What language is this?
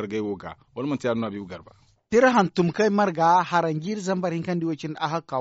Zarma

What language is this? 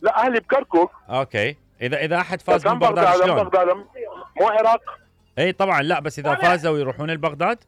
Mesopotamian Arabic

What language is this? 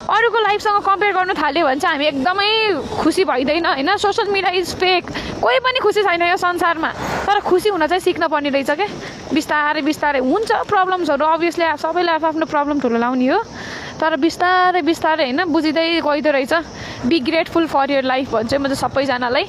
Nepali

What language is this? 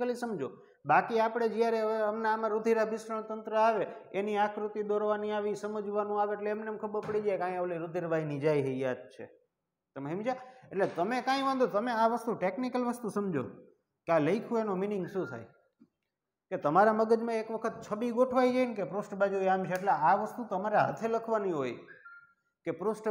Gujarati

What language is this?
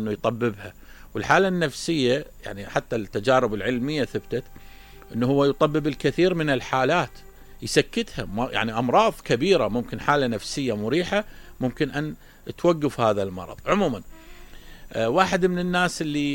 Mesopotamian Arabic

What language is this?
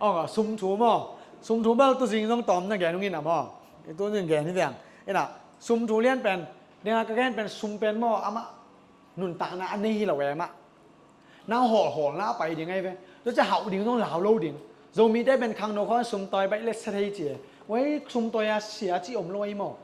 Tedim Chin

